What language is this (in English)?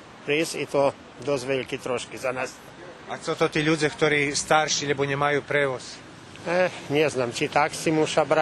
Rusyn